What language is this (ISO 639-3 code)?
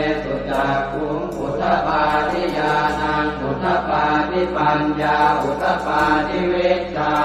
pli